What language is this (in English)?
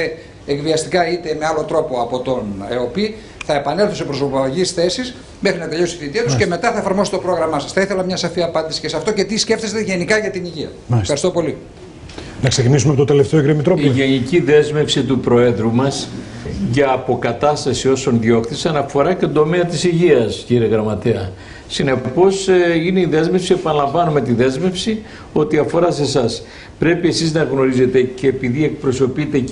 Greek